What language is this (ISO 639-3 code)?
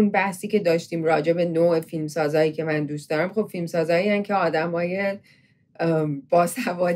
fas